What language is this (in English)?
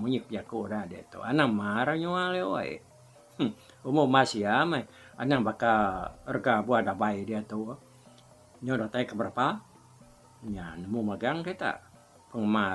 Iban